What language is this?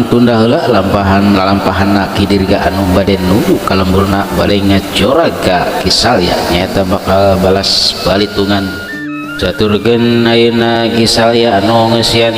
Sundanese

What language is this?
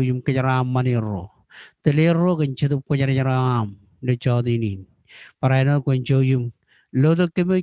Marshallese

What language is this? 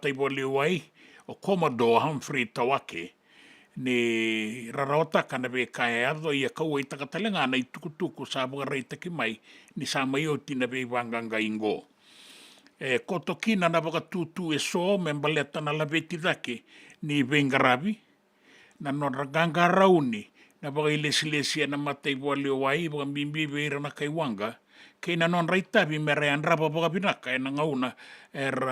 Fijian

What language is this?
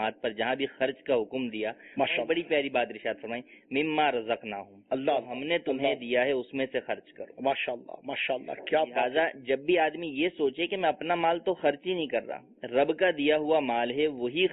Urdu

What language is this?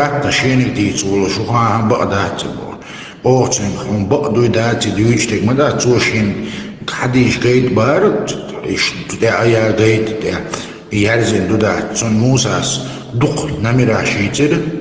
Chechen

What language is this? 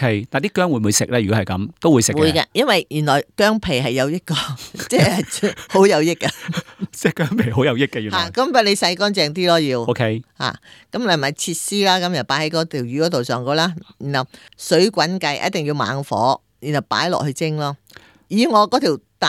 Cantonese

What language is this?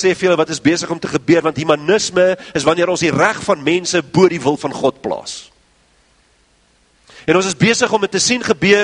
Afrikaans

